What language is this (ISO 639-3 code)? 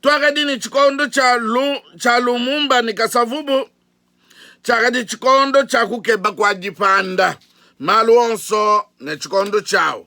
lua